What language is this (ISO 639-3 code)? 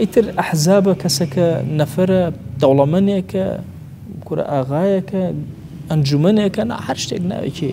ckb